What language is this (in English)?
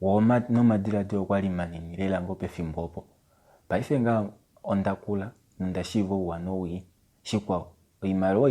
Kuanyama